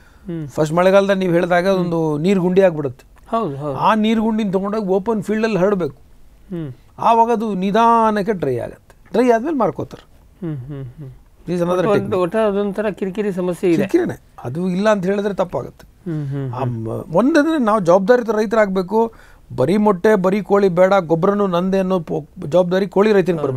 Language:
Kannada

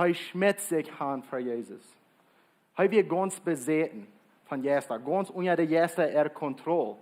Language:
Plautdietsch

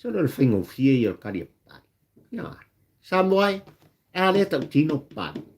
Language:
Samoan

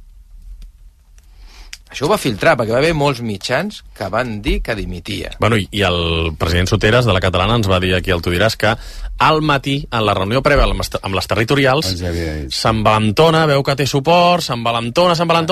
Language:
Catalan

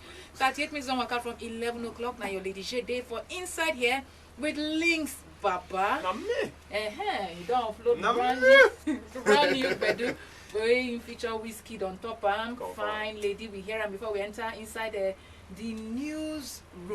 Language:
Nigerian Pidgin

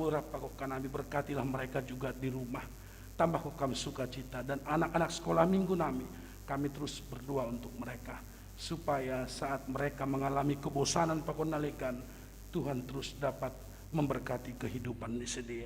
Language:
Batak Simalungun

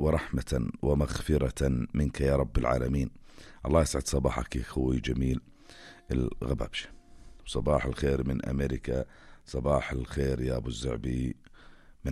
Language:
North Levantine Arabic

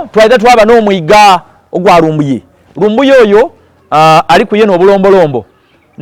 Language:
Soga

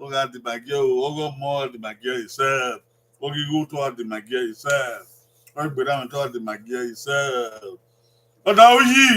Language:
Bini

